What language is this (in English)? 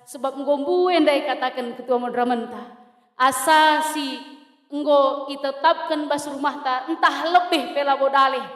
Batak Karo